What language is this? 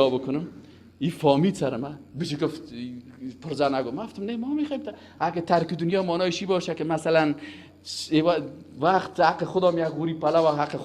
Persian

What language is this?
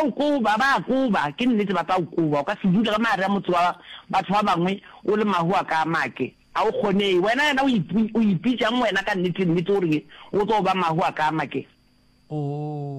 Northern Sotho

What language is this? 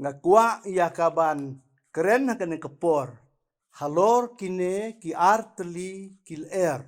Khasi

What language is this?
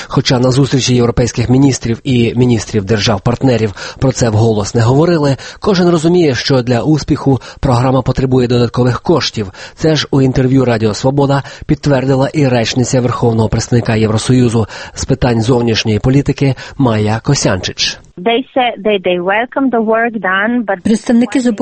Ukrainian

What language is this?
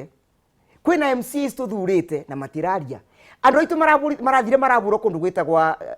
Kikuyu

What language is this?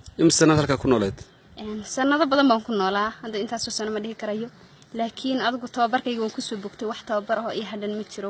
Somali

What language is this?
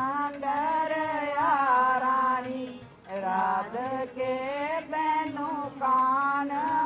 Dogri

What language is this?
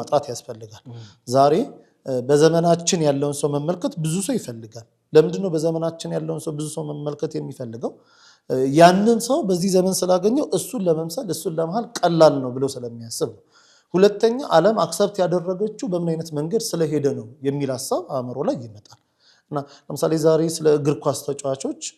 Amharic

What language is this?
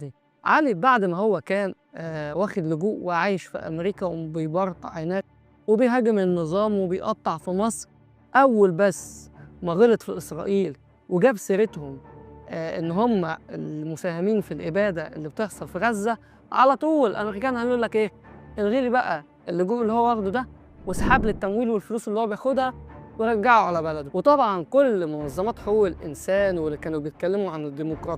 Egyptian Arabic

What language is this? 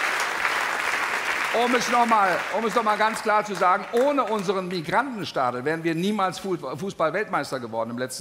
German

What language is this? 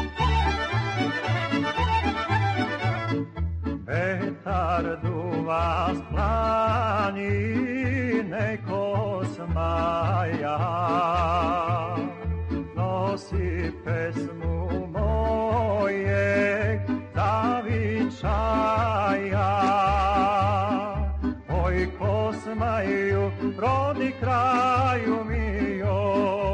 Serbian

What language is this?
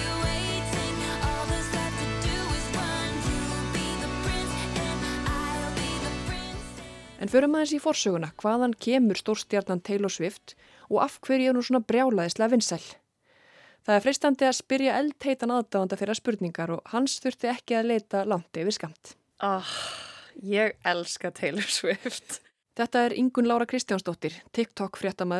Icelandic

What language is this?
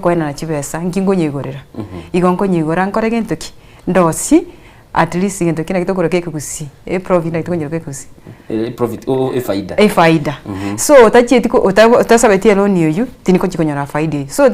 Gusii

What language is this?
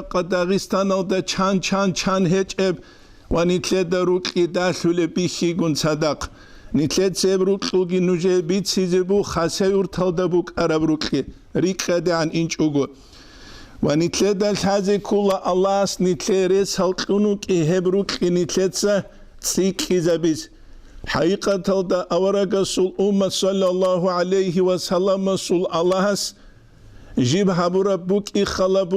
Avaric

